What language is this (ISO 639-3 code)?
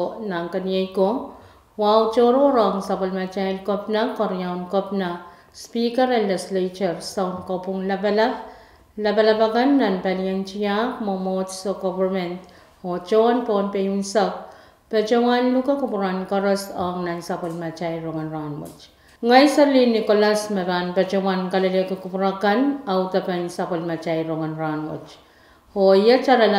pon